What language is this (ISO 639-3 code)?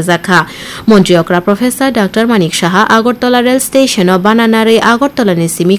trp